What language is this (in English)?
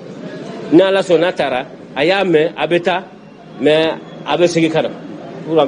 Bambara